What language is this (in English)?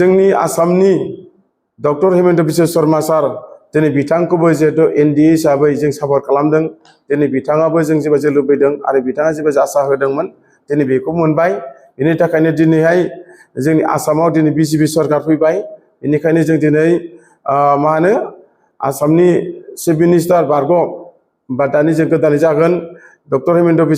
Bodo